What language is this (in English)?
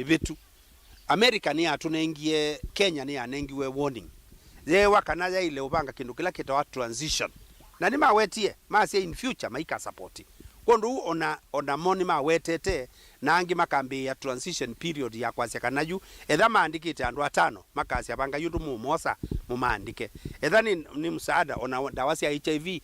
Kamba